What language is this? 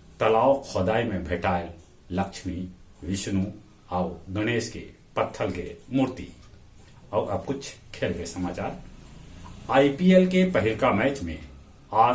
Magahi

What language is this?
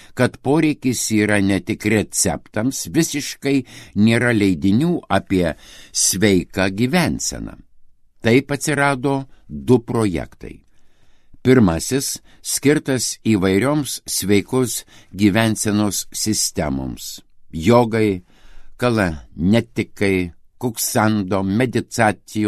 Lithuanian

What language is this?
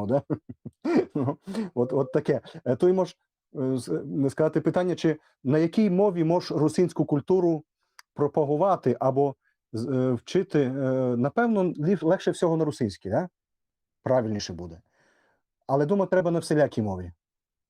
Rusyn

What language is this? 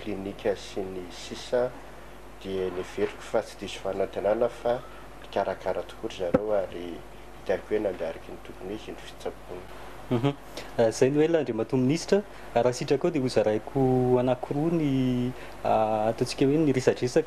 Malagasy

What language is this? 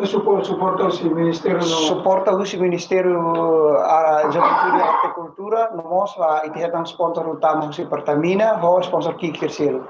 Tetum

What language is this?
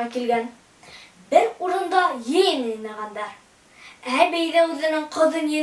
Bashkir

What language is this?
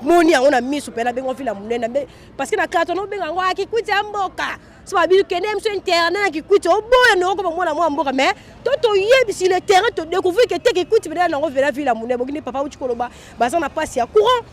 Lingala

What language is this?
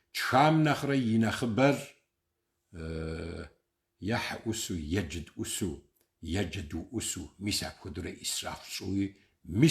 Kabardian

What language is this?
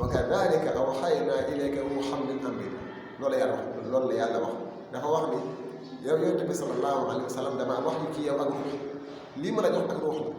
Wolof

